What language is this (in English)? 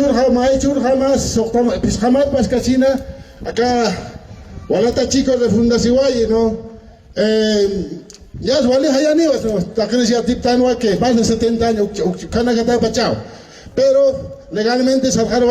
Aymara